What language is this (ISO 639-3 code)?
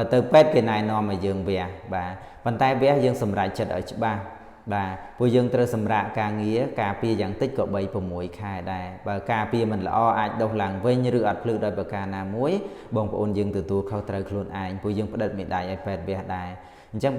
khm